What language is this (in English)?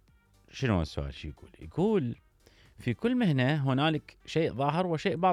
Mesopotamian Arabic